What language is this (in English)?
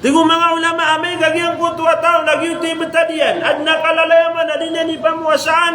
Maranao